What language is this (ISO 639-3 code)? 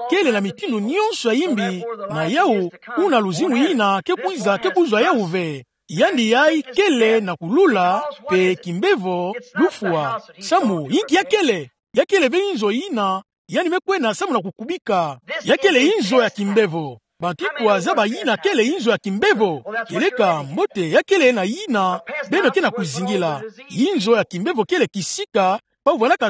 ktu